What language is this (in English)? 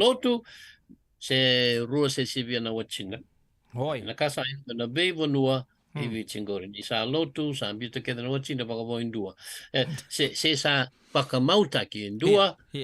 Fijian